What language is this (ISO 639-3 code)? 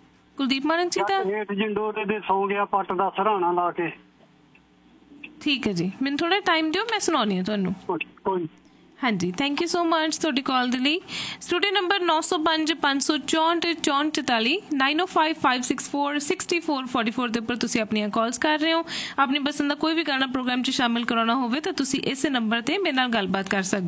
pan